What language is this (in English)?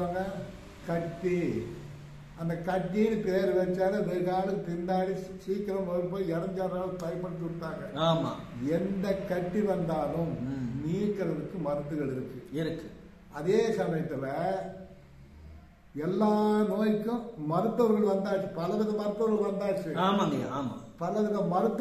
Tamil